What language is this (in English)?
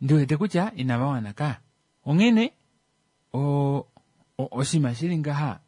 Kuanyama